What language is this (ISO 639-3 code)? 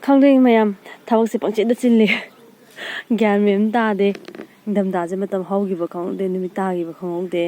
mni